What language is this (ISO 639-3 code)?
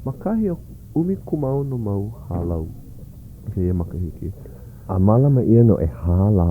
haw